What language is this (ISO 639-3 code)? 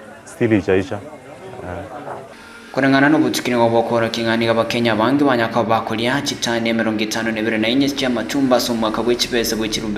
guz